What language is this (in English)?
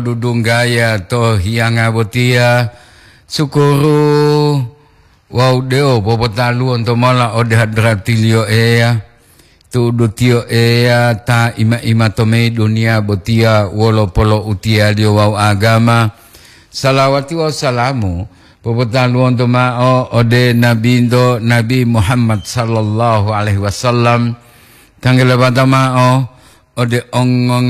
Gorontalo